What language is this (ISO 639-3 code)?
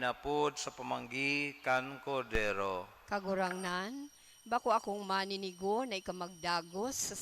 bik